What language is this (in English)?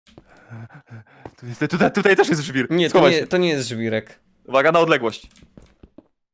Polish